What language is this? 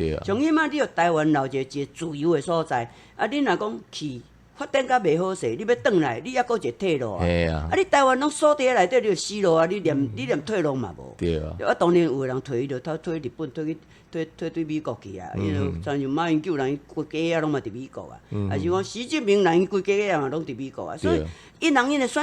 Min Nan Chinese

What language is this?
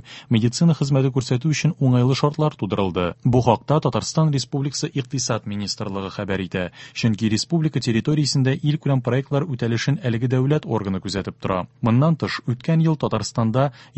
Tatar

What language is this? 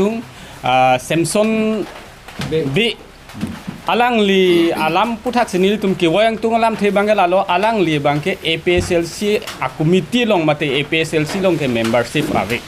Karbi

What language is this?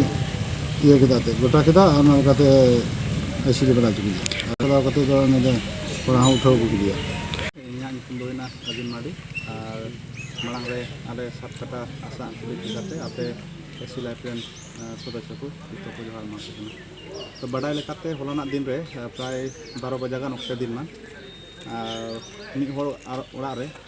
Santali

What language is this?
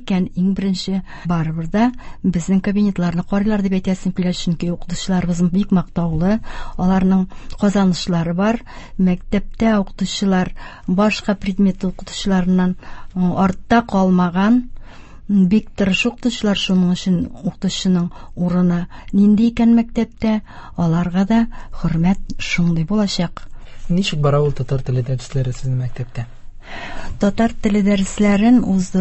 Tatar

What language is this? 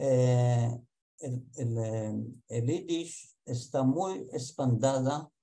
Ladino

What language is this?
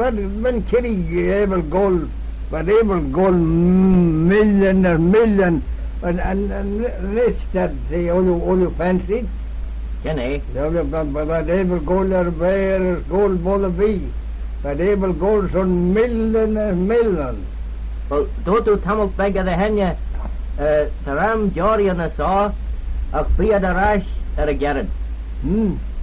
Manx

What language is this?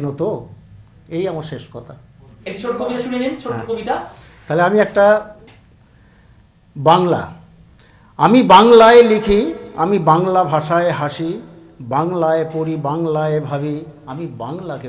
Bangla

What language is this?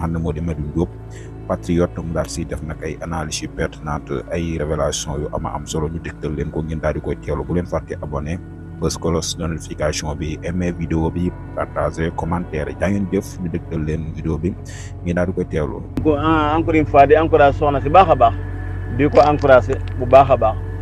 Wolof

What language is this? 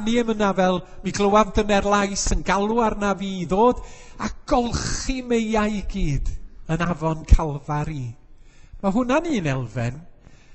Welsh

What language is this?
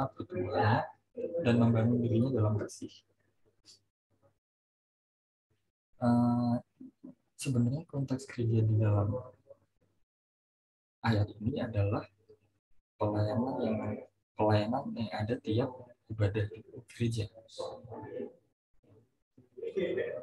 Indonesian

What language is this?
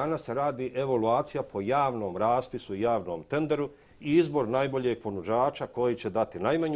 Bosnian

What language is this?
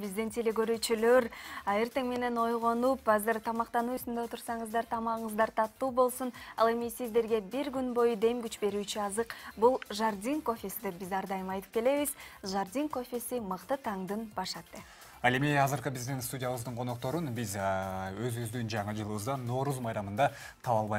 Kyrgyz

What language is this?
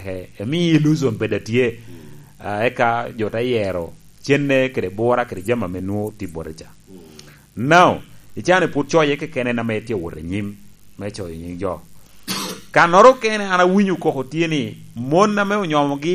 Lango (Uganda)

